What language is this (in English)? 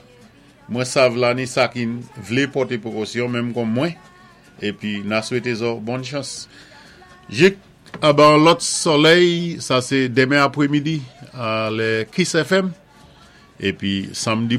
Saint Lucian Creole French